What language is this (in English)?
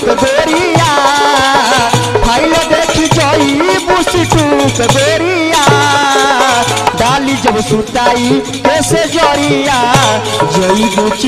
Bhojpuri